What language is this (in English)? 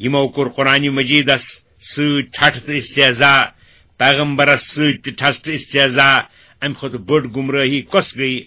Kashmiri